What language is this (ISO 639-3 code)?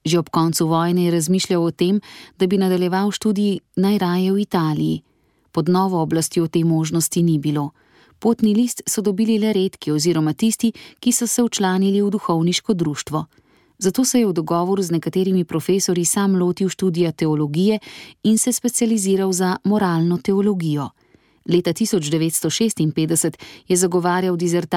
slv